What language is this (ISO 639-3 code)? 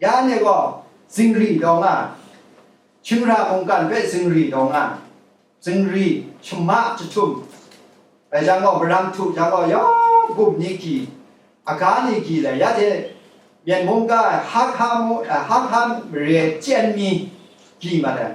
kac